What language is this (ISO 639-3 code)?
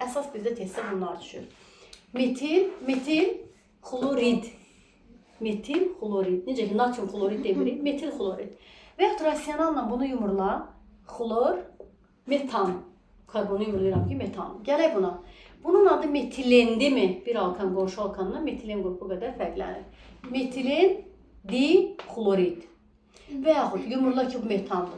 aze